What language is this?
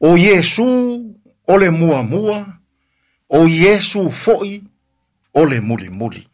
Samoan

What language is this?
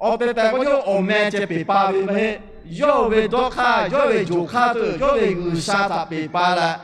Lahu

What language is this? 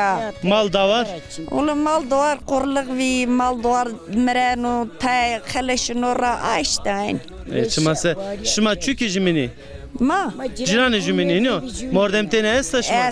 Zaza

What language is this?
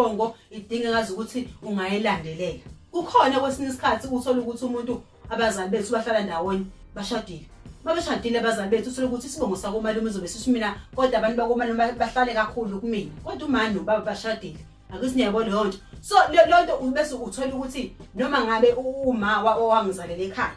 Zulu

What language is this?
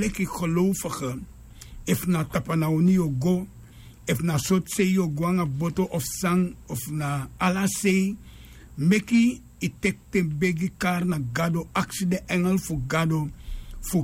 Sranan Tongo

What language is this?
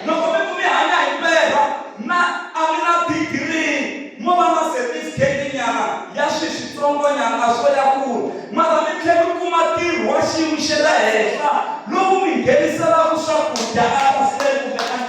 Tsonga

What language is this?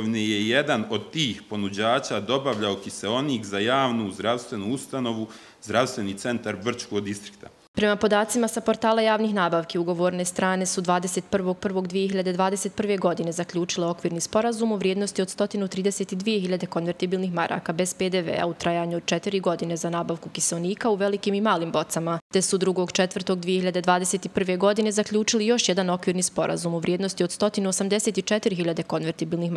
Bosnian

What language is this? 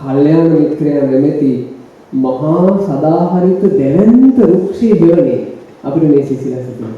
Sinhala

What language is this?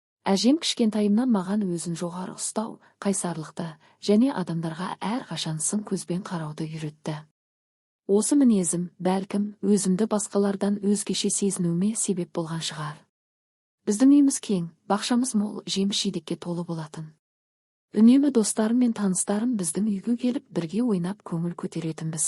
Kazakh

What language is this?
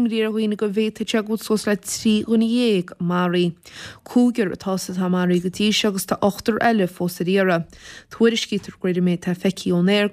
Irish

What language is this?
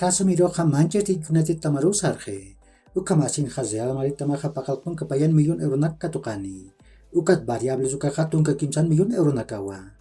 Aymara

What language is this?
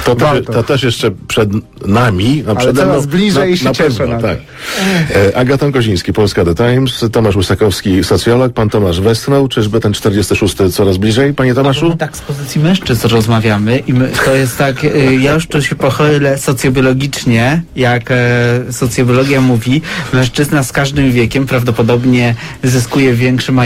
Polish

